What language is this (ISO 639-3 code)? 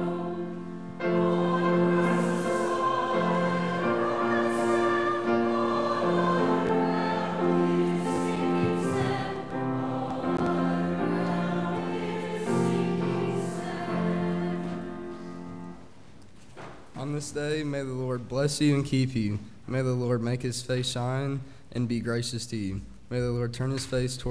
eng